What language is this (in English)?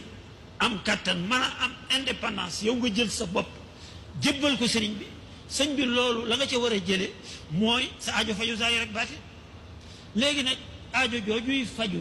Wolof